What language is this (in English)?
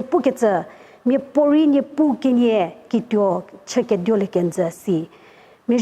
Angami Naga